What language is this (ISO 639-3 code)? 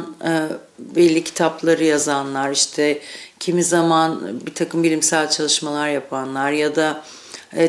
gag